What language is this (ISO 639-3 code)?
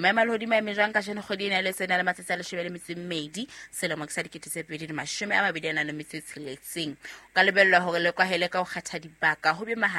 sot